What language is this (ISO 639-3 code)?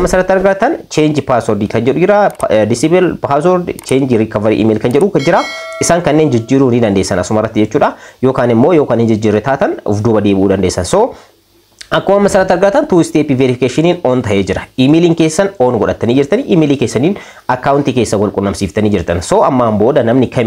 orm